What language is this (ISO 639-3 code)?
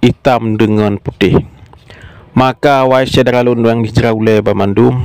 ace